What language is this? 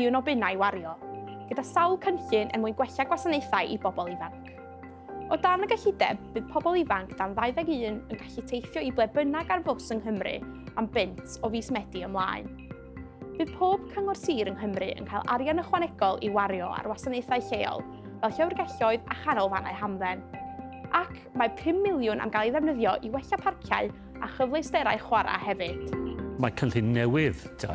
Welsh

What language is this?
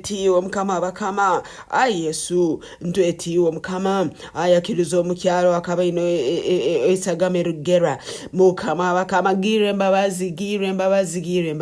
Nyankole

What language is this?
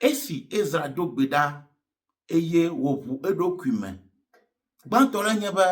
Ewe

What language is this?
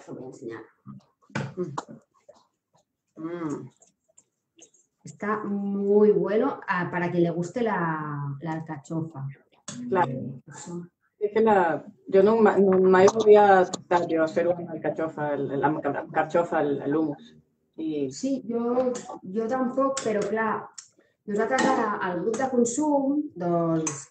Catalan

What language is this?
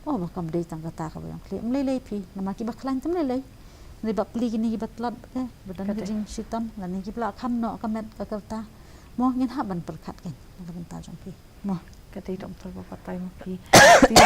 Khasi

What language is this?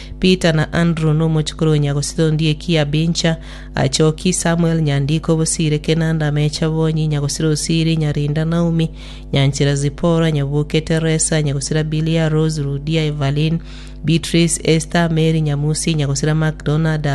Gusii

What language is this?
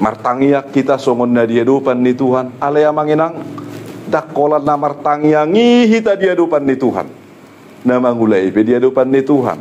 Batak Toba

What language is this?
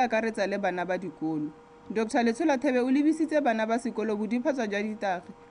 Tswana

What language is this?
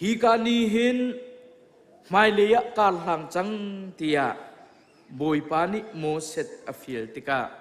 Hakha Chin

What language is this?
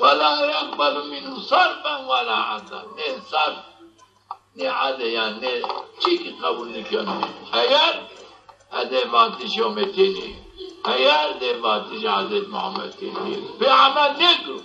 Zaza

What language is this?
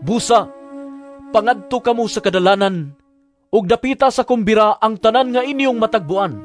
Cebuano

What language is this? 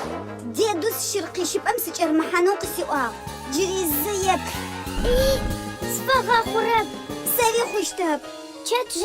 Adyghe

